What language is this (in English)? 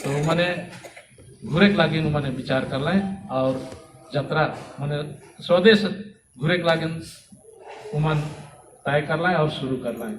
Sadri